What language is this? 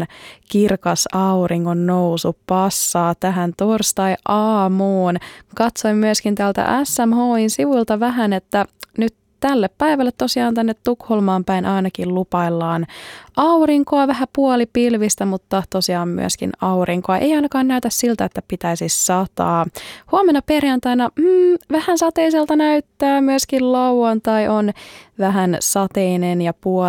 Finnish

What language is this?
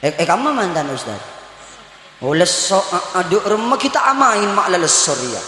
Madurese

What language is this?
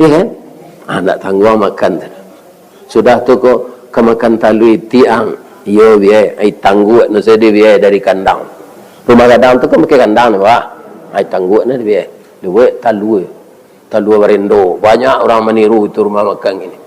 Minangkabau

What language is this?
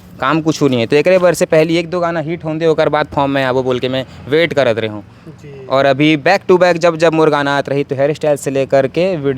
Chhattisgarhi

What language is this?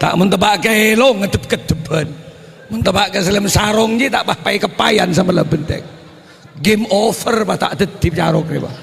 Madurese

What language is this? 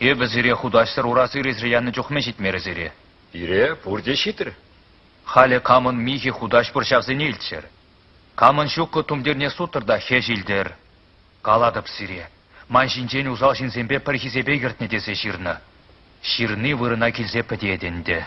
Chuvash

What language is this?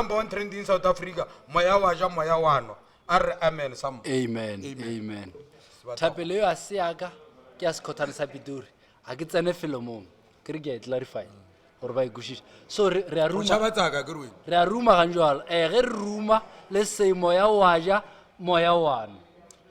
Northern Sotho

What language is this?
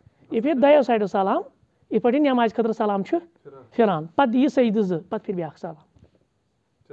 Kashmiri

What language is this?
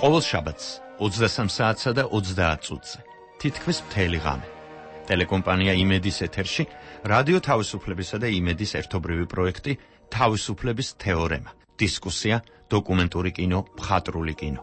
Georgian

